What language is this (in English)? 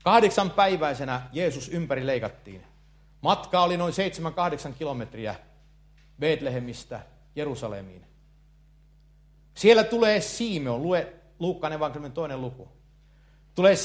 Finnish